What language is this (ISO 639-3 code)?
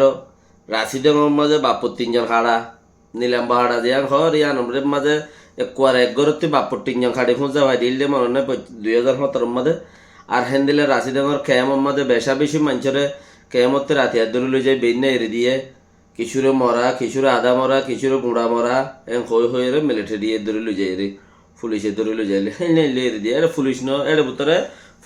rhg